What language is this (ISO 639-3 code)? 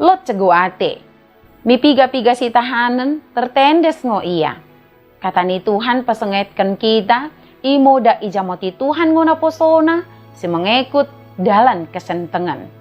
btd